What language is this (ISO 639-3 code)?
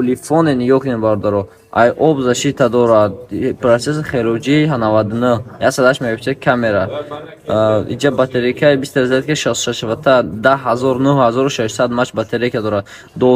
tgk